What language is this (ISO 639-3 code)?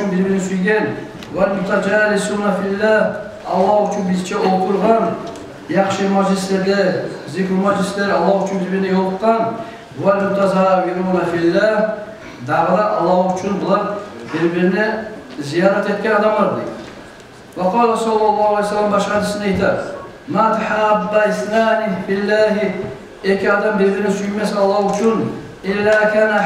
kum